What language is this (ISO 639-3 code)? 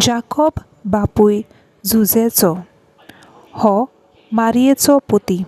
kok